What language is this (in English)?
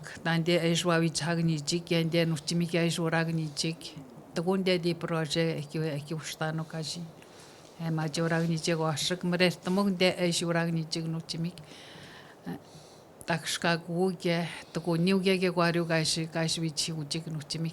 Atikamekw